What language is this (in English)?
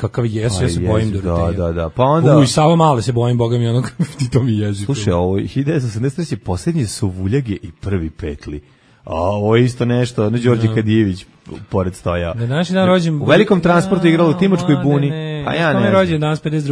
Serbian